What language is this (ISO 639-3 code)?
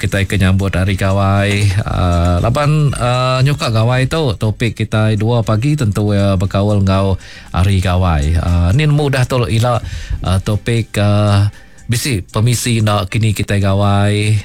iba